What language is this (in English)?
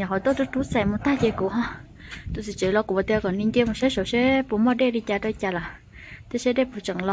Hmong